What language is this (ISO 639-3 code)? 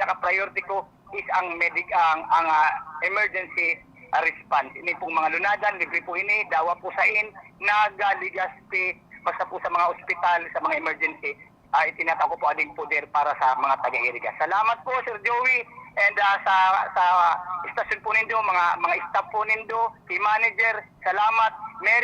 bik